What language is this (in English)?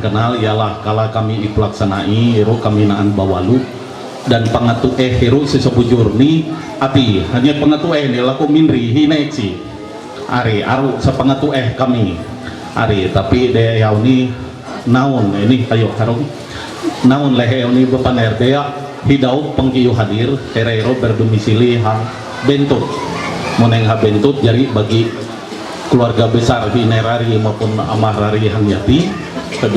Ma'anyan